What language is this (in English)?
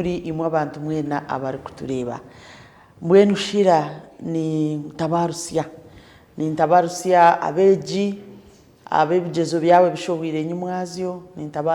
Nyankole